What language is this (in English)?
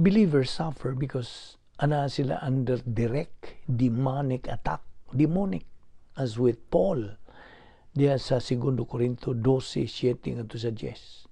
Cebuano